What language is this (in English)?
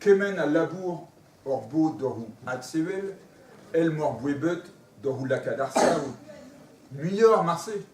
Breton